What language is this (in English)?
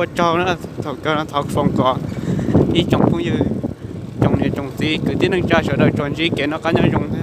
Hmong